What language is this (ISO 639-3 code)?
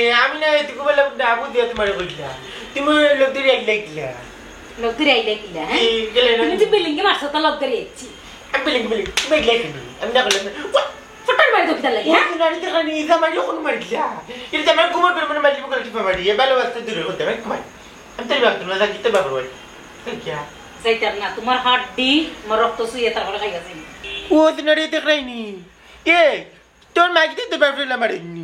syl